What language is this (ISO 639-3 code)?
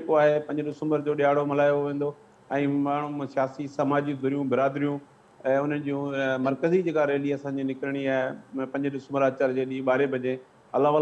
snd